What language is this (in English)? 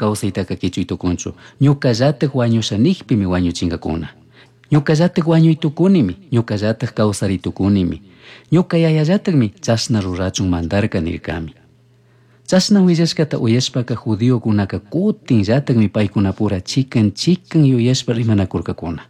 Chimborazo Highland Quichua